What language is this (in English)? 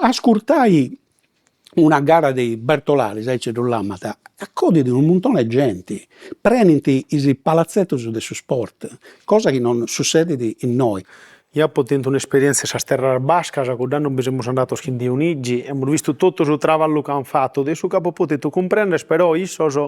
Sardinian